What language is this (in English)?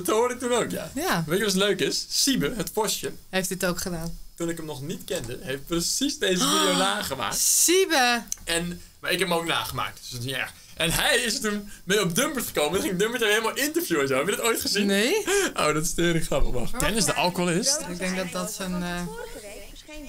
Dutch